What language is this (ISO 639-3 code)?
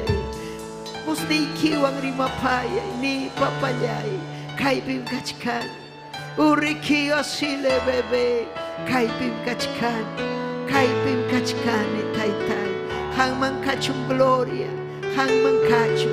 quy